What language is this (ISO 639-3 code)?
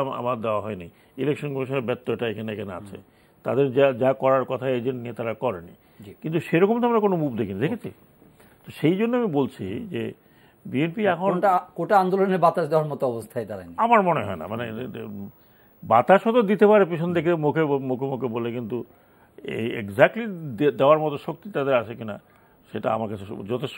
ben